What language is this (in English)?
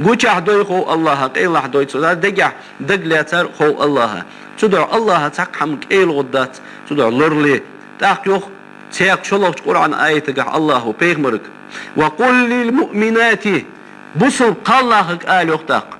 Ingush